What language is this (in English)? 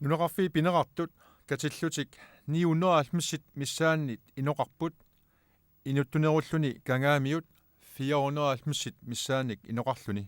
Kalaallisut